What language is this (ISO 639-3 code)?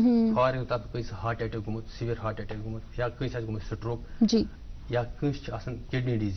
kas